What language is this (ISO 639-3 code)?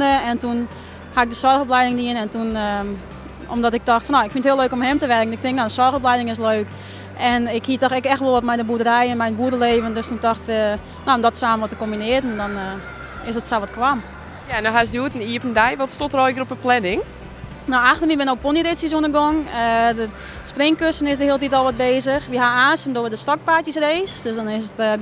fry